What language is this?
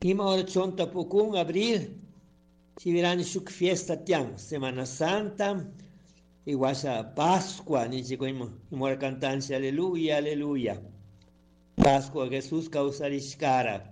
Chimborazo Highland Quichua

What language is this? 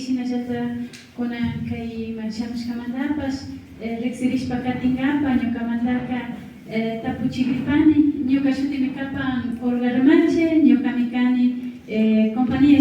Imbabura Highland Quichua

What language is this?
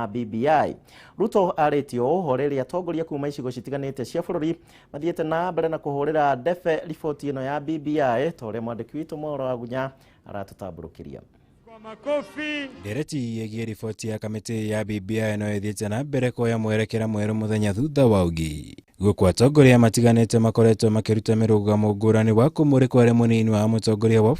Kikuyu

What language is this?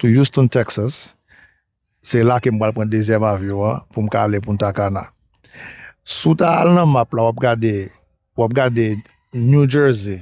Haitian Creole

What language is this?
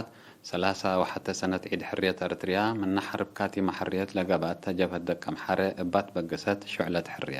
Tigre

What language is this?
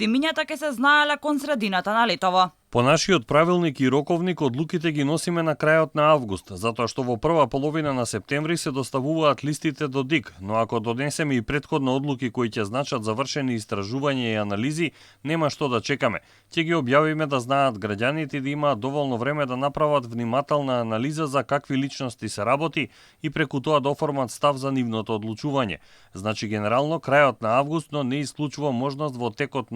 Macedonian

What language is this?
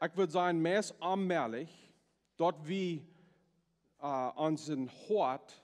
Plautdietsch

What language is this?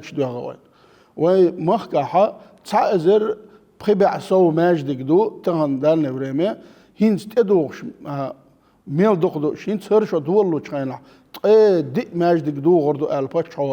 Chechen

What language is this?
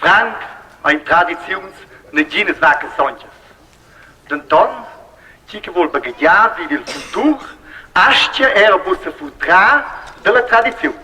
Romansh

